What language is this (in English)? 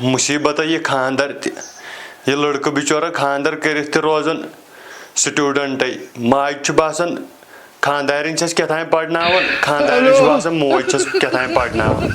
Kashmiri